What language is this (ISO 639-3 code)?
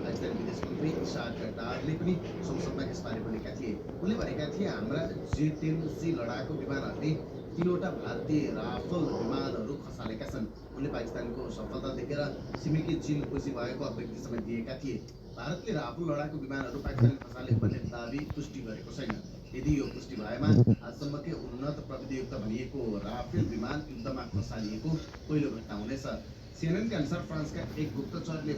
nep